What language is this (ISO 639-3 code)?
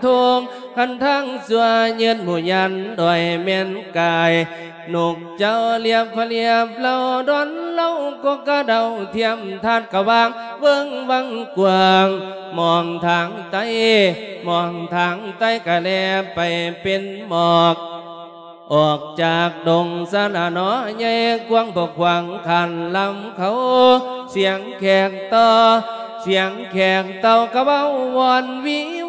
lao